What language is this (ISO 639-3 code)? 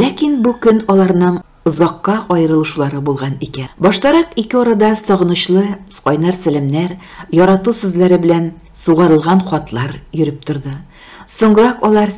tat